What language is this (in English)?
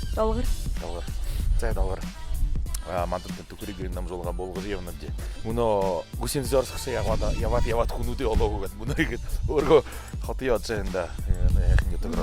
Buriat